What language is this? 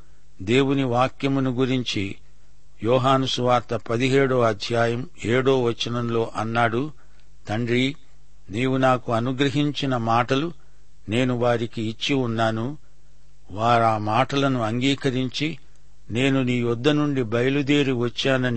Telugu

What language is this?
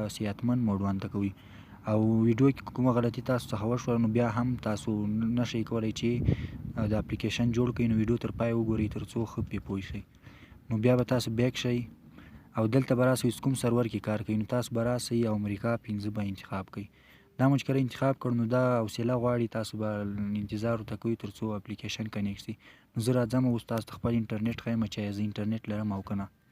Pashto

